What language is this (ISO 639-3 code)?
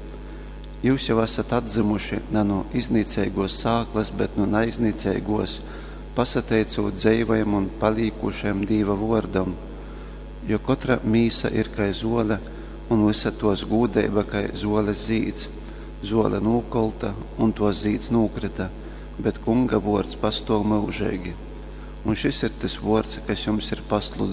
ltg